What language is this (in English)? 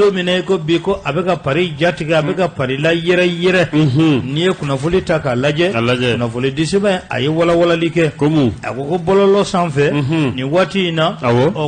Bambara